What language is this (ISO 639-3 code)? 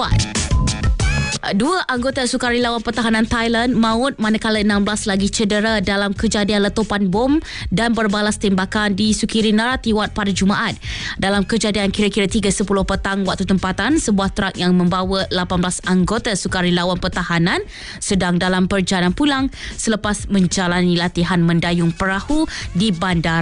msa